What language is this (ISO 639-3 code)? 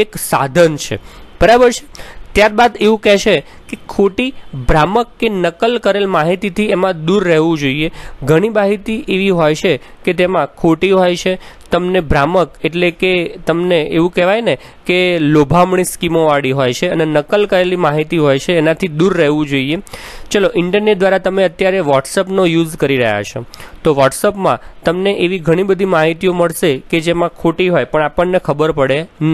guj